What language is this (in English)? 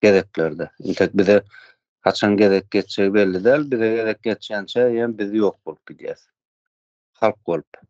Turkmen